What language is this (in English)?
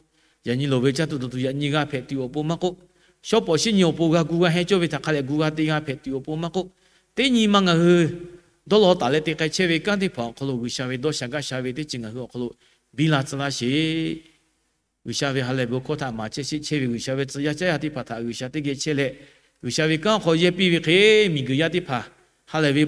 Lahu